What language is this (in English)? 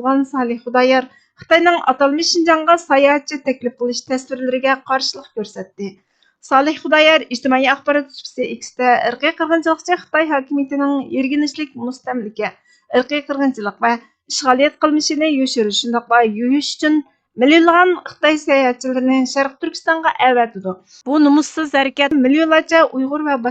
Uyghur